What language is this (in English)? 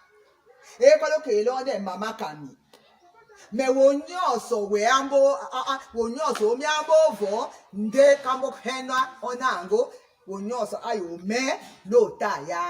Tetela